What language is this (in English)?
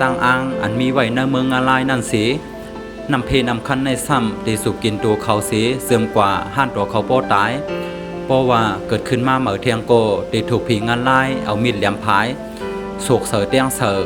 Shan